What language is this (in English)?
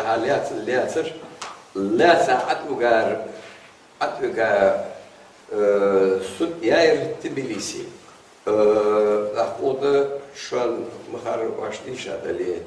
Ingush